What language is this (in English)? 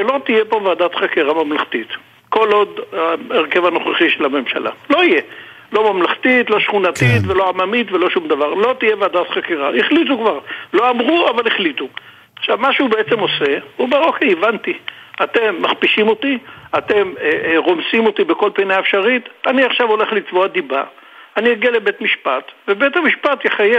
Hebrew